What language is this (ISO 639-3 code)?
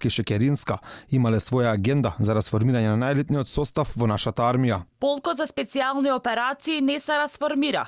mkd